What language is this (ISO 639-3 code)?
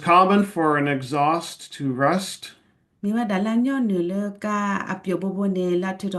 ksw